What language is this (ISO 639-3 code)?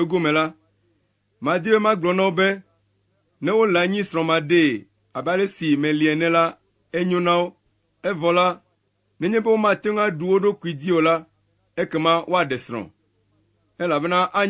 ewe